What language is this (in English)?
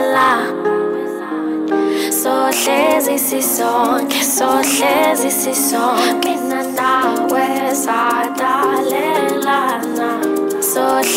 Zulu